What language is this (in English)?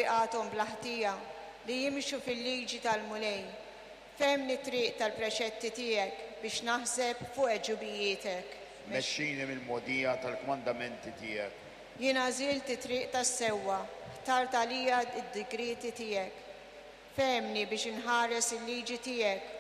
Maltese